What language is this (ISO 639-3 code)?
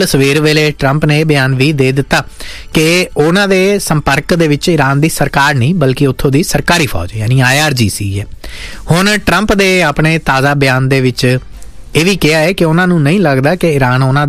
pan